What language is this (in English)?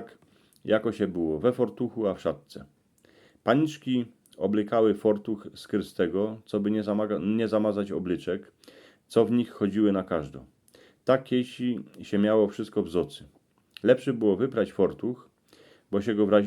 Silesian